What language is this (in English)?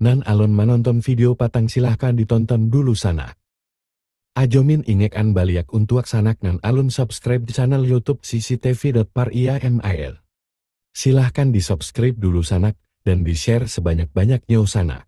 Minangkabau